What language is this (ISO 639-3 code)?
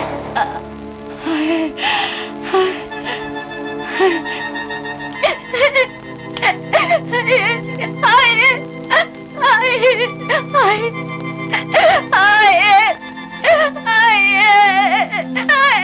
tur